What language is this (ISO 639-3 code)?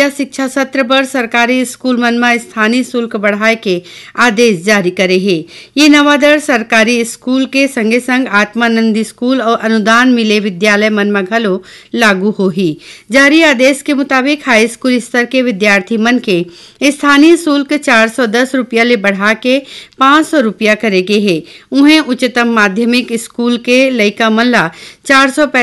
hne